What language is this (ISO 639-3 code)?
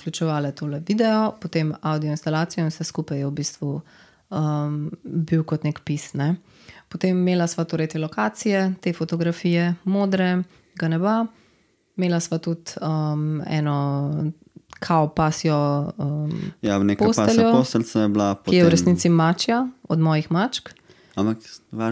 slv